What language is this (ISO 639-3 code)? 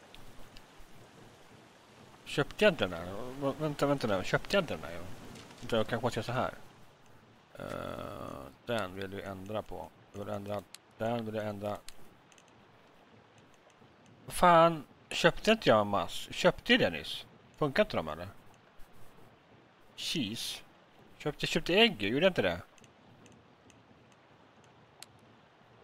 swe